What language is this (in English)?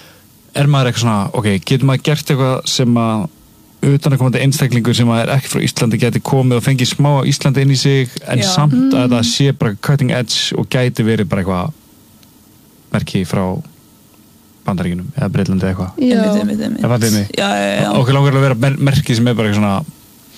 Icelandic